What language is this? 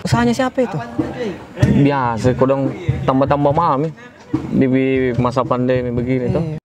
Makassar Malay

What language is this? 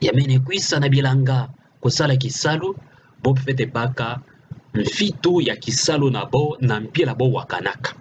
Kituba (Democratic Republic of Congo)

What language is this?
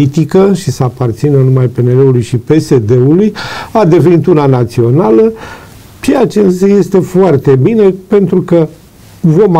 Romanian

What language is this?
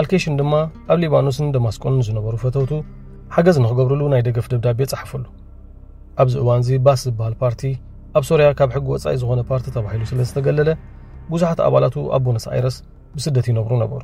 Tigrinya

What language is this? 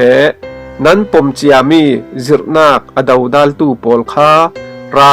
Falam Chin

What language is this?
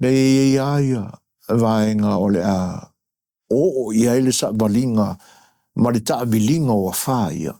Samoan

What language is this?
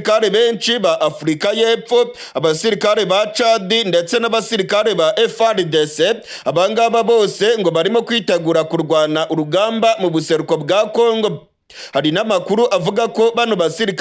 Rundi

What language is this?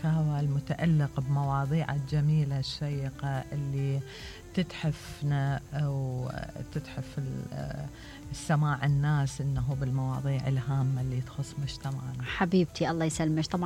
Mesopotamian Arabic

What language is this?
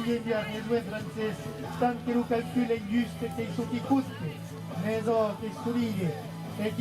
Occitan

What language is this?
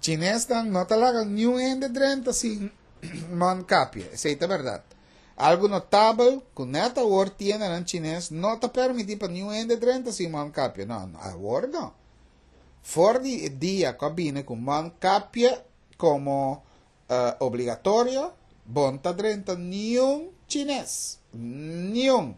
Papiamento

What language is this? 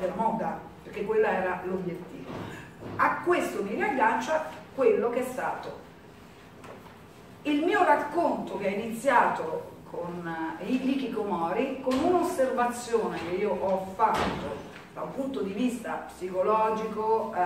Italian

